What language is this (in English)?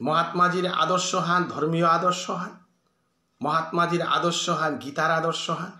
Bishnupriya